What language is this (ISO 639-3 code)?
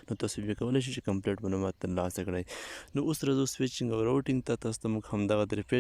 pus